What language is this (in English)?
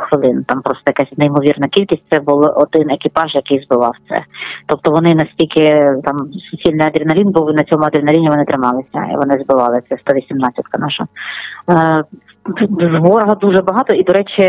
Ukrainian